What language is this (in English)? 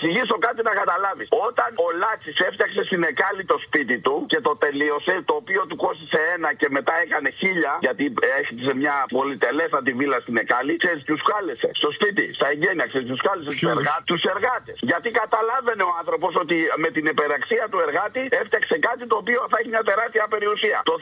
Greek